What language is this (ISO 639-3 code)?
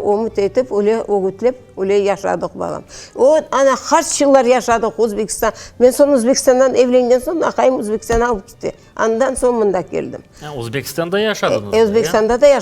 crh